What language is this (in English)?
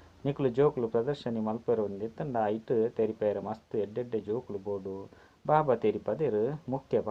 Tulu